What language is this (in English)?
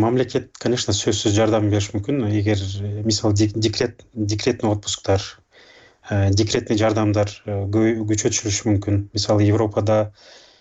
Kyrgyz